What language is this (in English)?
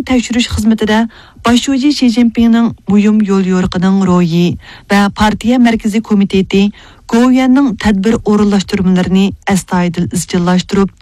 Uyghur